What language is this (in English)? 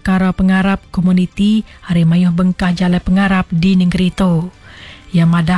Iban